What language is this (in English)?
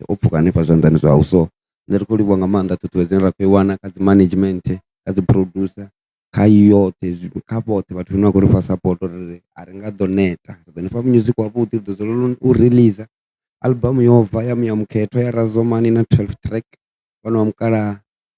Venda